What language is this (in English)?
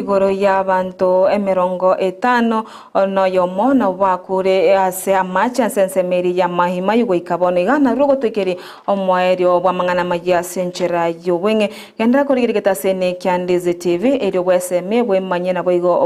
Gusii